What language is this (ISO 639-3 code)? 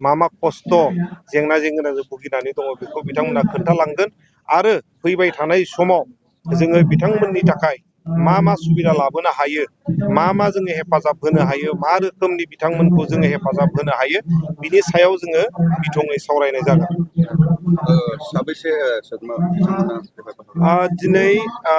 brx